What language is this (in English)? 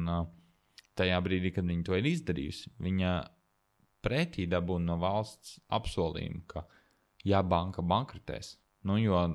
Latvian